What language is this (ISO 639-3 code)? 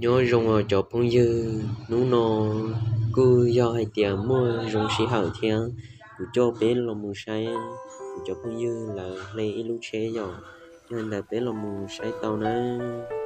hmn